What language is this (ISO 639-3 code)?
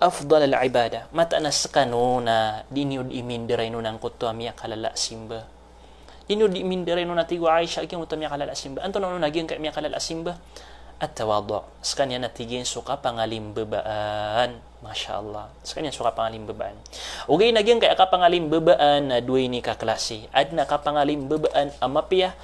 mrw